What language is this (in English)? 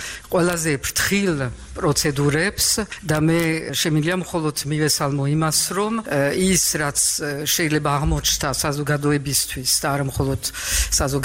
Georgian